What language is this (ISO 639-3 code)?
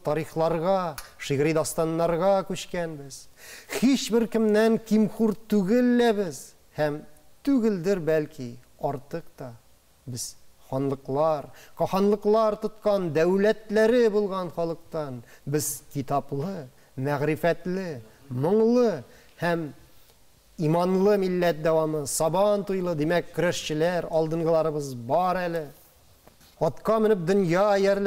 tat